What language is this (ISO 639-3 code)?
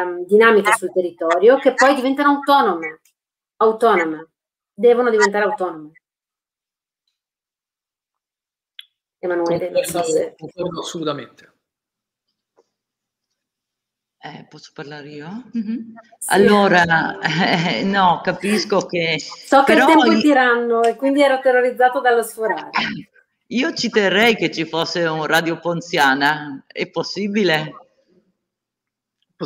ita